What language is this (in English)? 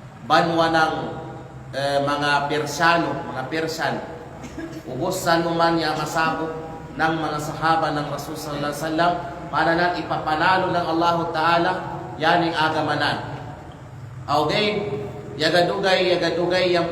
Kalagan